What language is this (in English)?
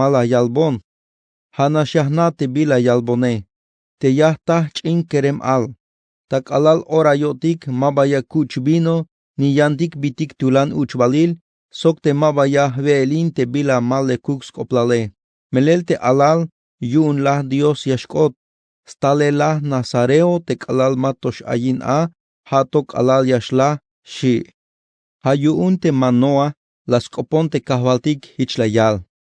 Tzeltal